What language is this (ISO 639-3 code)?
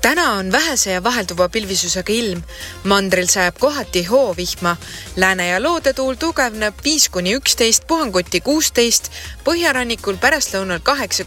est